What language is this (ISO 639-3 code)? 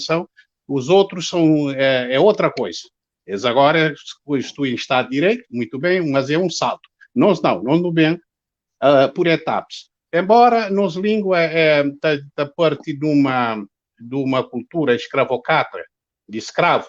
kea